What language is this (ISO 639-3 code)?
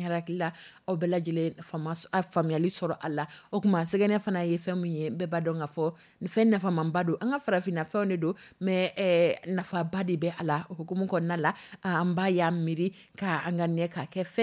dyu